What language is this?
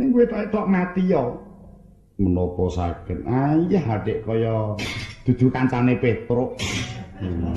Javanese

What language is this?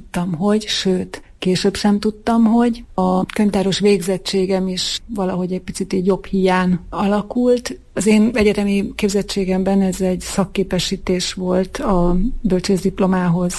Hungarian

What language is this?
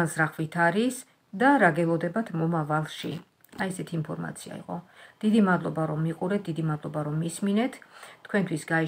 Georgian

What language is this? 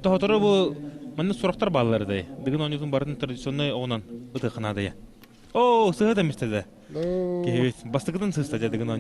Yakut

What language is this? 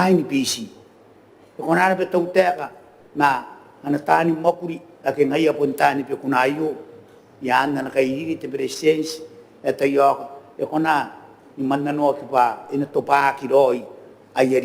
Gilbertese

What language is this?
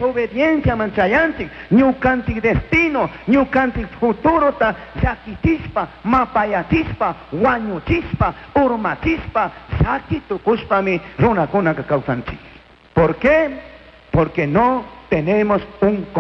Chimborazo Highland Quichua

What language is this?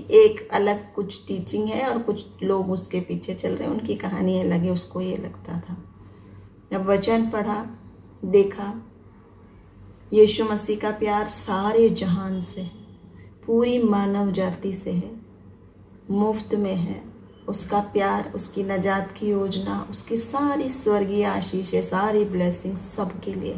Hindi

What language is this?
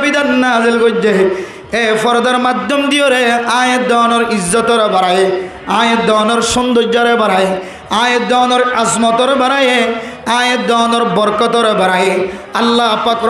Rohingya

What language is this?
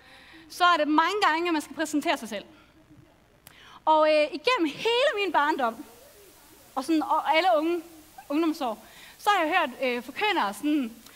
Danish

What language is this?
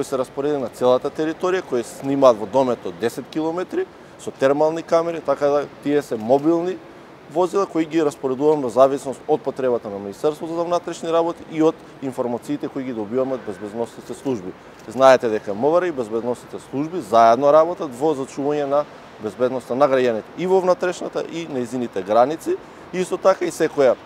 Macedonian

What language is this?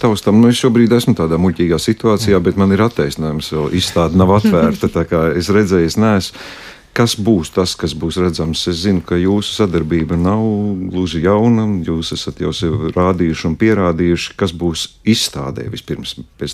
Latvian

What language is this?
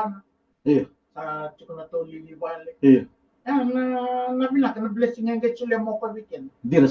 Fijian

